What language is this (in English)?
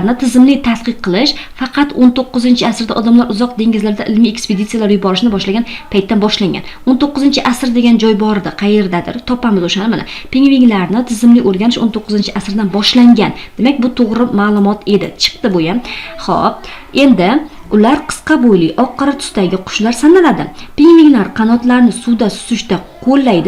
Uzbek